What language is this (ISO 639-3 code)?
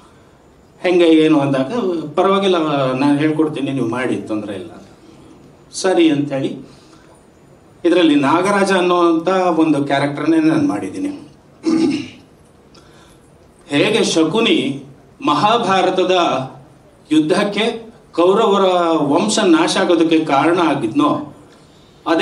kan